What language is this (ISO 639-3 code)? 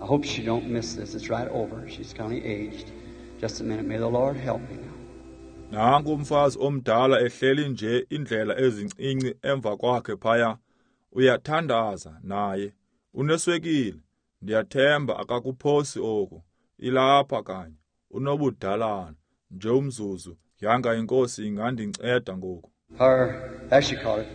xho